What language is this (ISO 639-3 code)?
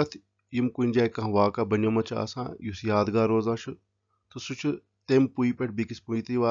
kas